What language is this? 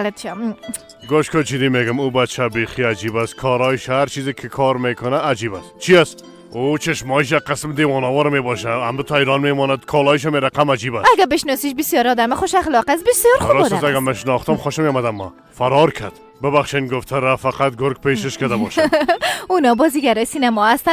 Persian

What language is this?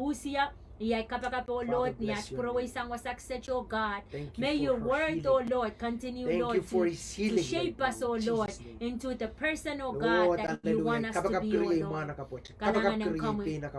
Pohnpeian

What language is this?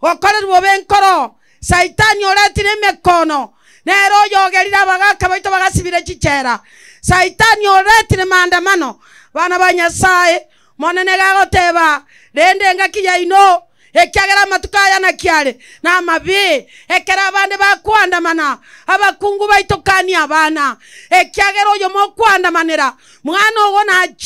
Gusii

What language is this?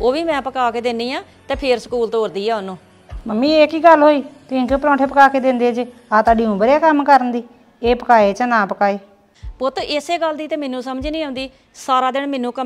Punjabi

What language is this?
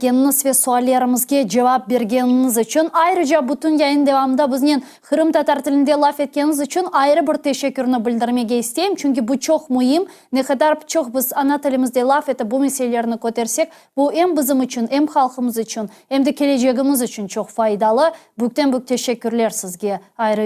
Crimean Tatar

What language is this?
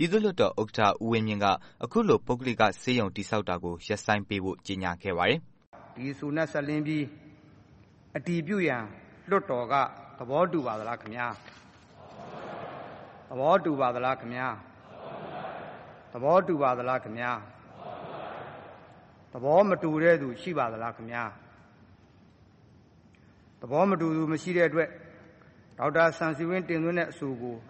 Burmese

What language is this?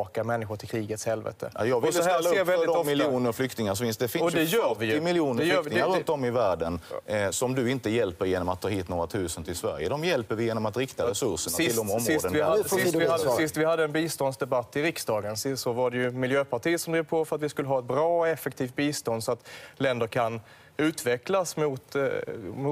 Swedish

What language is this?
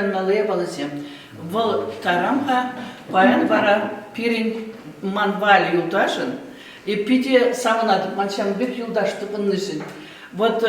Chuvash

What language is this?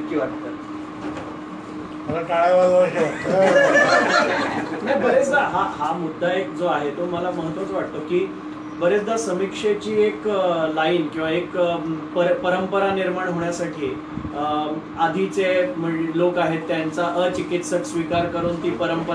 Marathi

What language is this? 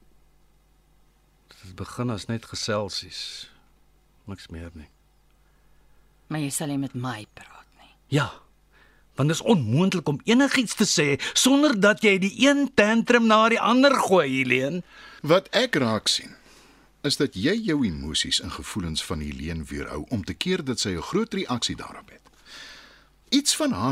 Afrikaans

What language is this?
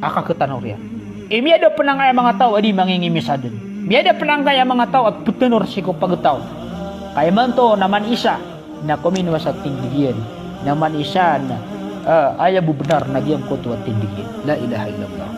Maranao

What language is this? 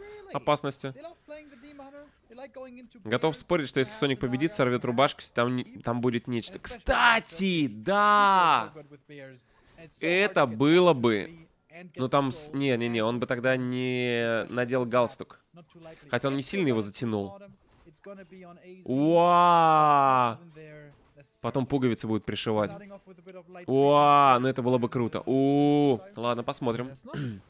Russian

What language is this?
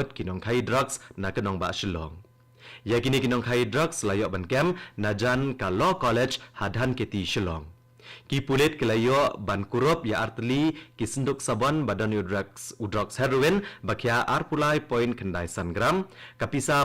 Khasi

